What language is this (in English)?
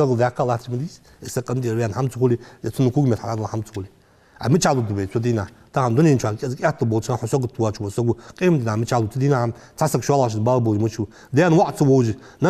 Ingush